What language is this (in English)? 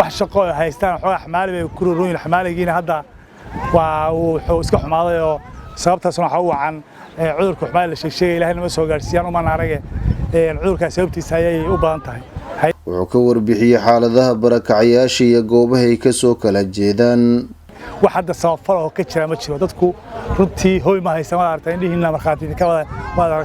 Somali